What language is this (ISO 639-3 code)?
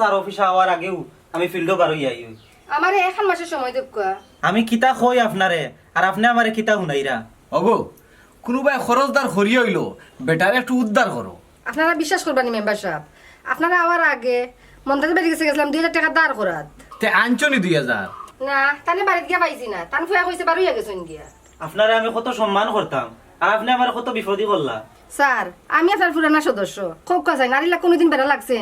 syl